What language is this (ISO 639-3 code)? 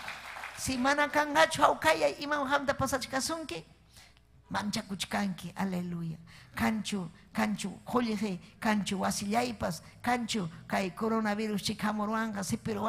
quy